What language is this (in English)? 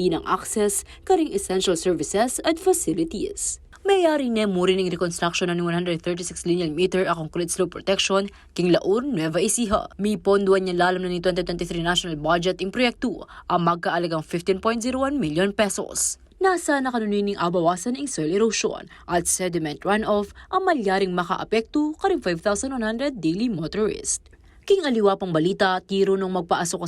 Pampanga